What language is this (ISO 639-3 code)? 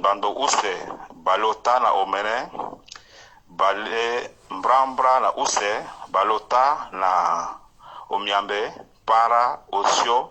sag